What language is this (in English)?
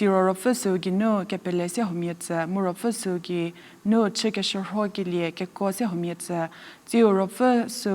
Angami Naga